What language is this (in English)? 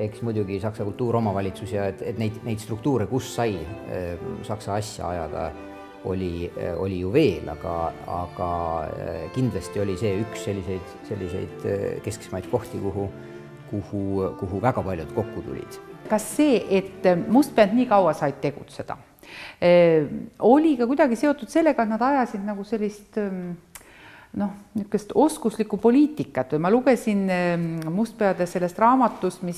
Estonian